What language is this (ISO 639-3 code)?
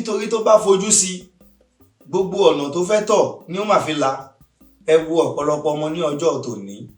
yor